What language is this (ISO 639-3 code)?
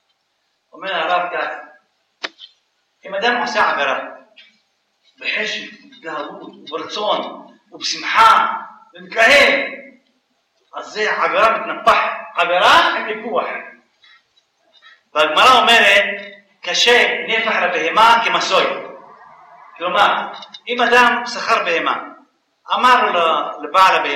heb